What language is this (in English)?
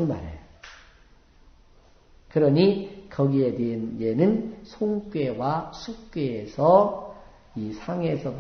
Korean